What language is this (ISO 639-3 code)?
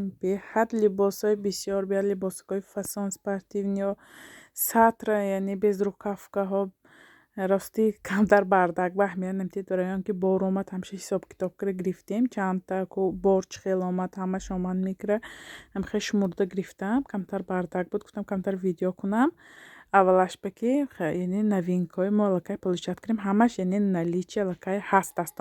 tgk